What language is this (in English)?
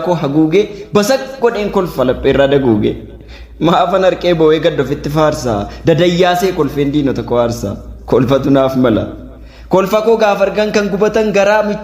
Oromo